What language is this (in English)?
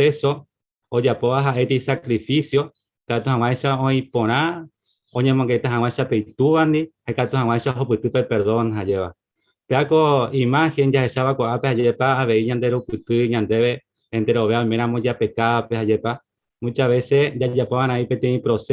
Guarani